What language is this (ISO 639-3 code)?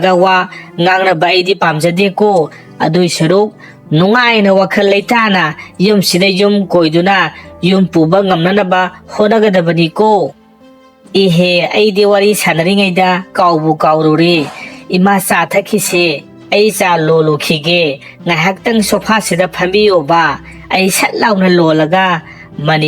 mni